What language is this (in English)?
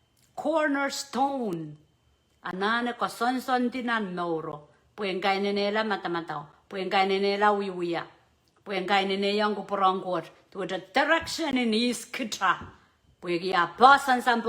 Pohnpeian